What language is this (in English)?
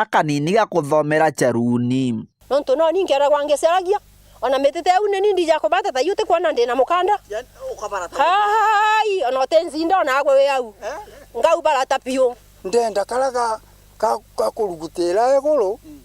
Meru